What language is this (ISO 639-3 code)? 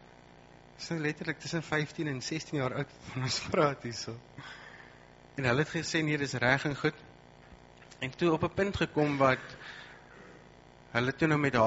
afr